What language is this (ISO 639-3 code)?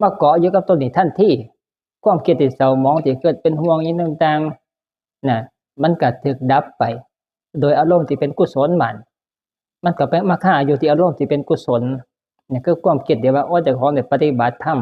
tts